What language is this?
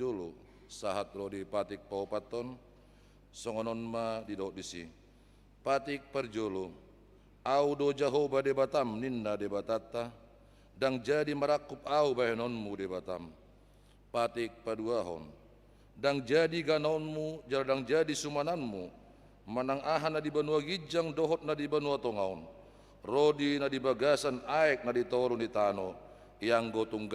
Batak Toba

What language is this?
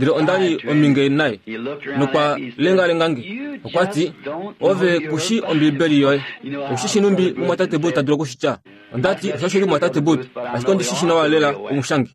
Kuanyama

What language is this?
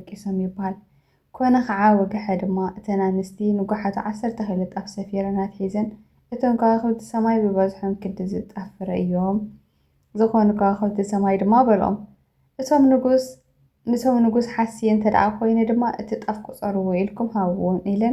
Tigrinya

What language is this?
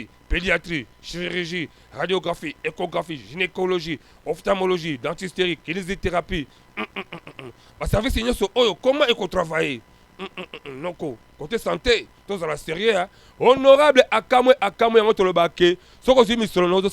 Lingala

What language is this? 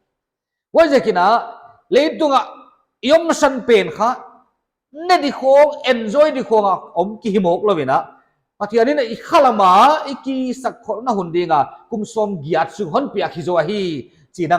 Paite Chin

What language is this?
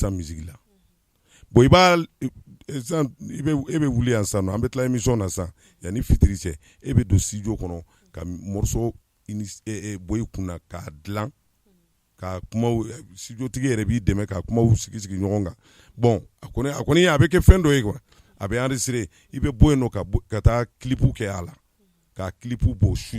Bambara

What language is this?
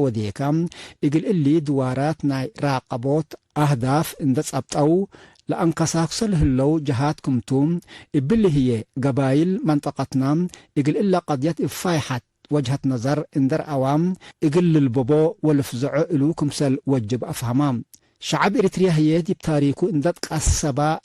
Tigre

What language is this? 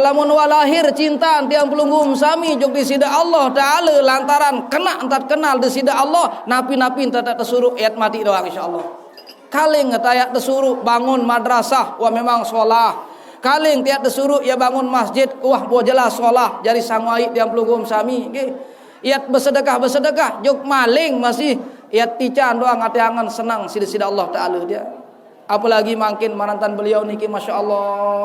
Sasak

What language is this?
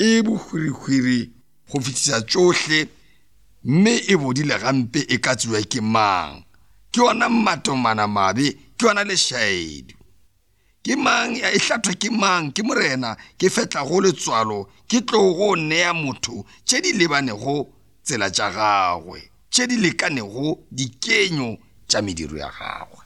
Northern Sotho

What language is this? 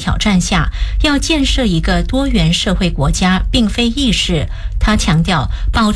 Chinese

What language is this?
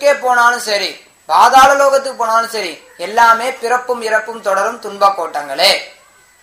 Tamil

